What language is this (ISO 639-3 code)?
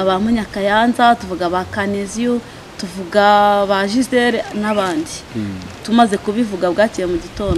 kin